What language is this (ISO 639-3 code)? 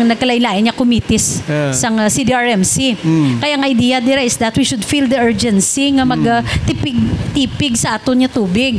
hil